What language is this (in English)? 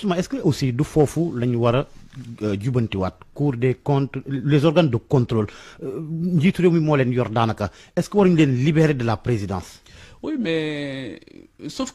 Wolof